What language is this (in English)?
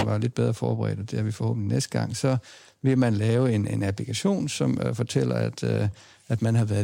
Danish